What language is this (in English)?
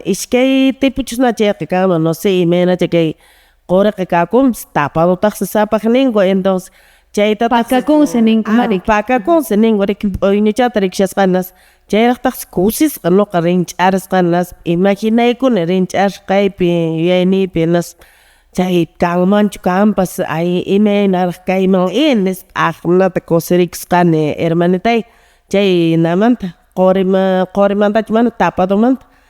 Quechua